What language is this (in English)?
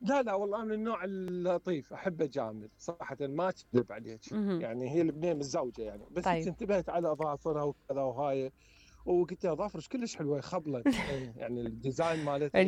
Mesopotamian Arabic